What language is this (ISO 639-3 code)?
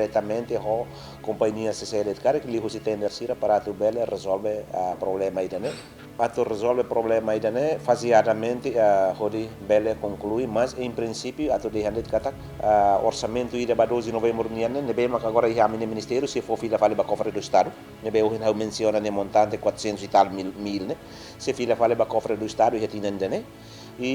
tet